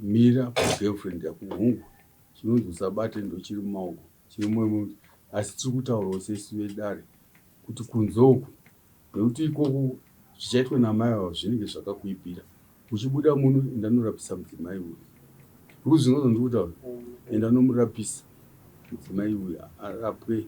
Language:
Shona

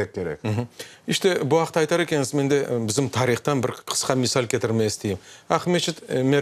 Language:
Crimean Tatar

